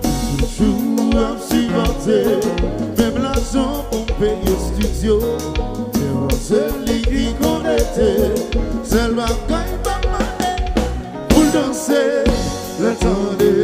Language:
Haitian Creole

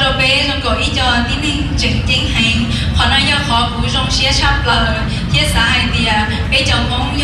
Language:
Hmong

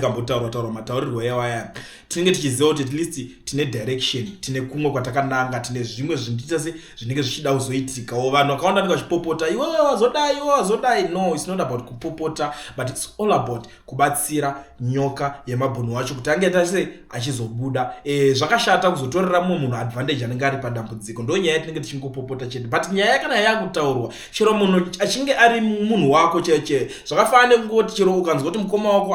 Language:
Shona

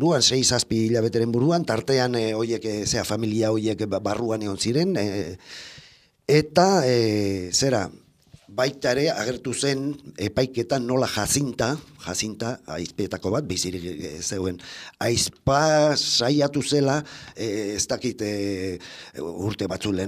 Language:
Basque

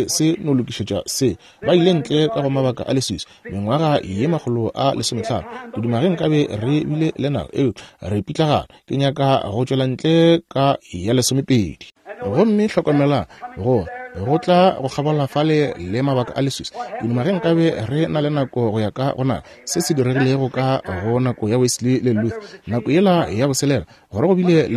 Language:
Northern Sotho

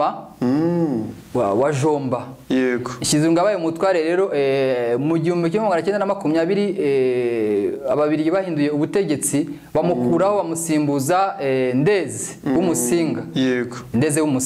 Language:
Kinyarwanda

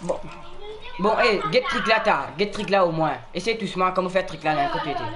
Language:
Morisyen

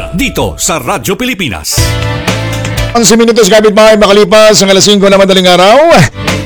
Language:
Filipino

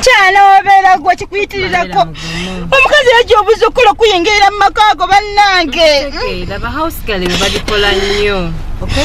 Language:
Ganda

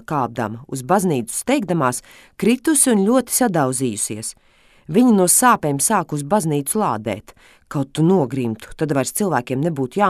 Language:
Latvian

